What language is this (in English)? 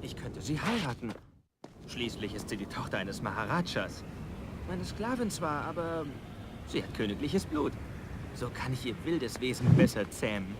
Bavarian